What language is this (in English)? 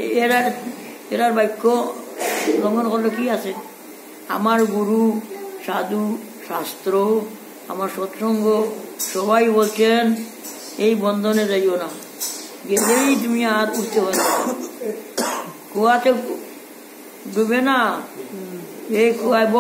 Bangla